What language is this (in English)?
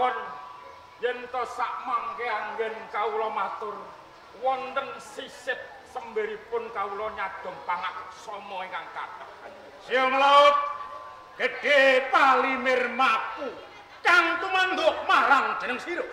Javanese